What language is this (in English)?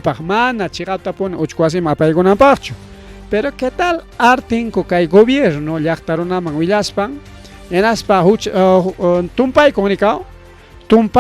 Ayacucho Quechua